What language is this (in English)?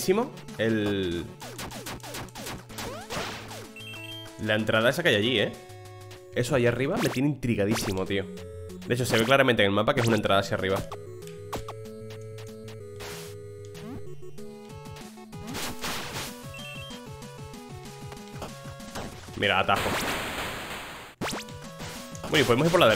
Spanish